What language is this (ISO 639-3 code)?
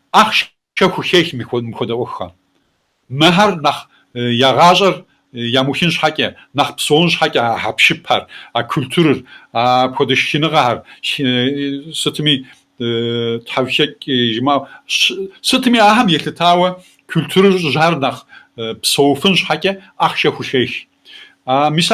kbd